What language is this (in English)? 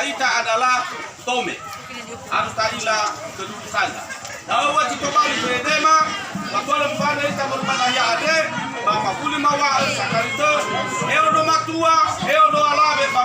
Nias